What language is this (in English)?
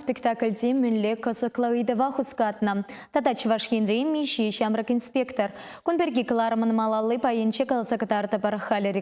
Chuvash